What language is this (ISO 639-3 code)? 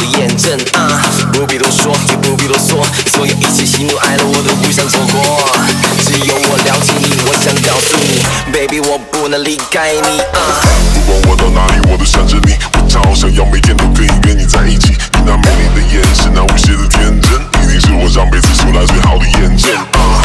zho